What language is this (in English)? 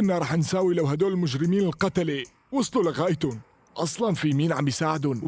North Levantine Arabic